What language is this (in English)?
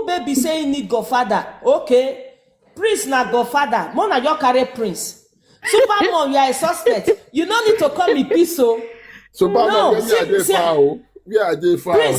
Nigerian Pidgin